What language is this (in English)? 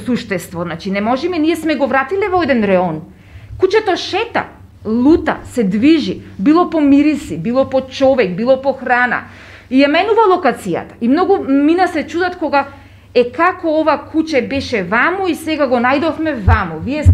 Macedonian